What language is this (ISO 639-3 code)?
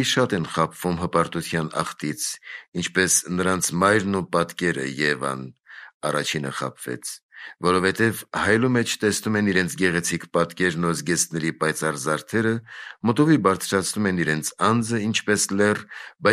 hye